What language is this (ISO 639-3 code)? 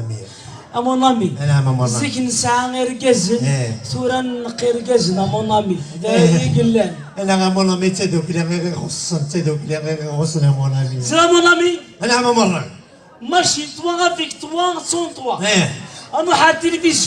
kab